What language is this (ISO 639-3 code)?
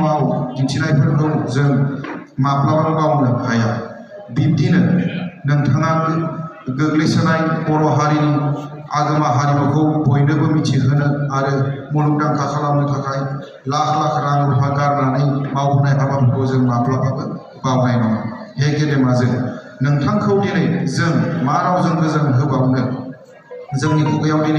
brx